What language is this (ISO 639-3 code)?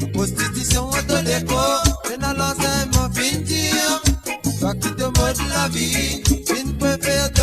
mfe